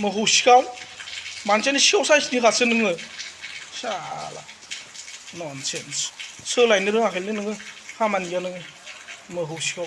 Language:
Bodo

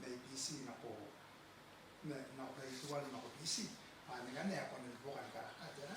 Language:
Gilbertese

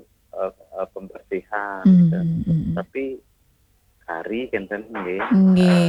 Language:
Balinese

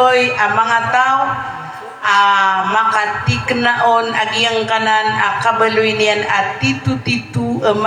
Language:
Maranao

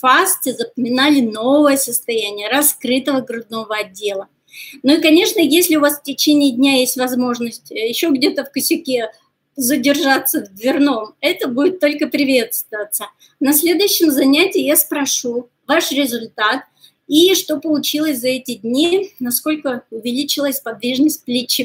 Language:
Russian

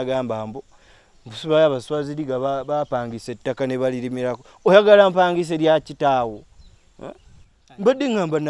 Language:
Ganda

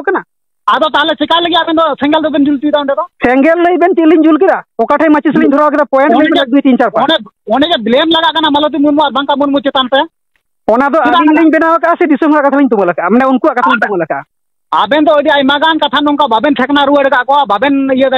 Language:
Santali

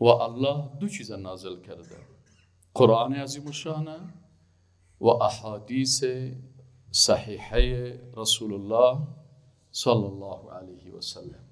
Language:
Persian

